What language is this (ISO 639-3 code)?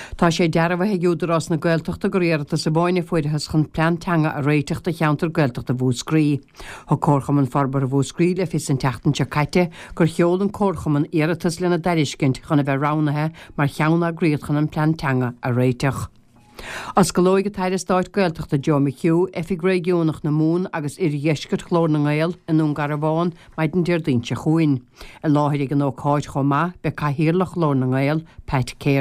gle